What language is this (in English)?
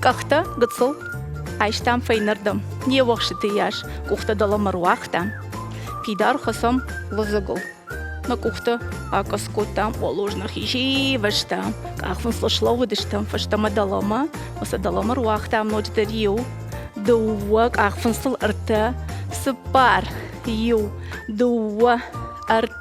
Ossetic